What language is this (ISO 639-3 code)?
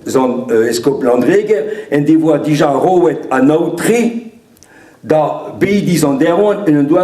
bre